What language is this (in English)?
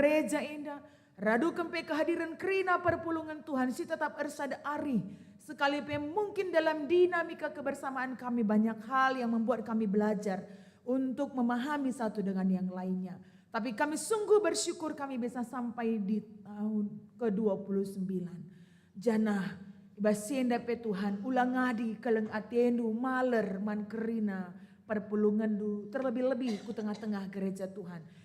Batak Karo